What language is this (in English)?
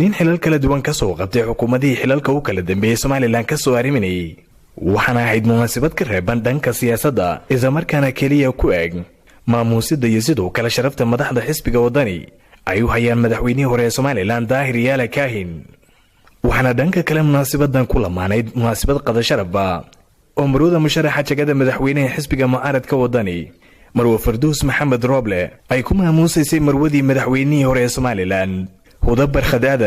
Somali